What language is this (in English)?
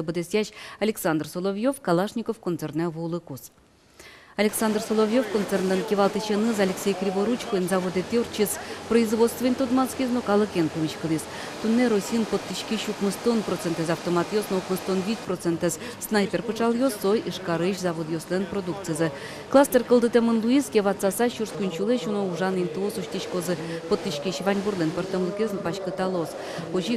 Udmurt